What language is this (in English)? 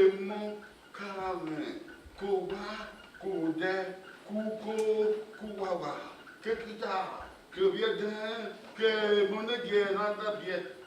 Bini